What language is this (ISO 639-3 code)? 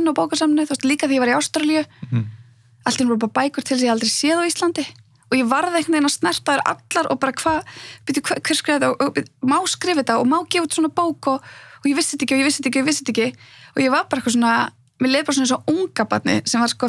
isl